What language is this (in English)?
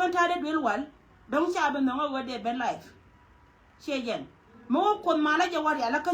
Nuer